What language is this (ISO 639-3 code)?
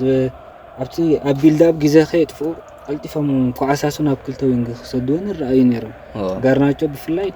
tir